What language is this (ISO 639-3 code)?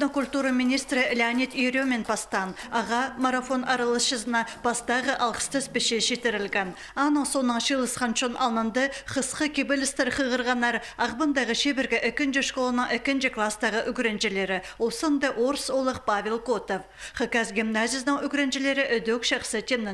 kjh